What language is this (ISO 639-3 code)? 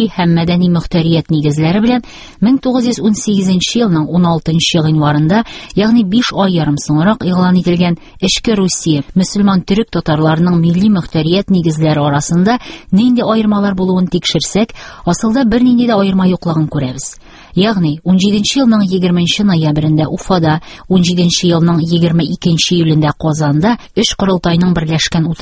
tat